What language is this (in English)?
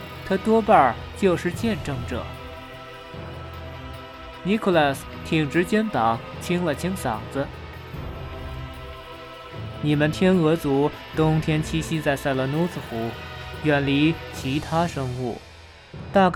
Chinese